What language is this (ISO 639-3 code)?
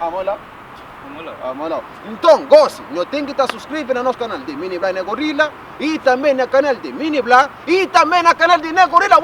kea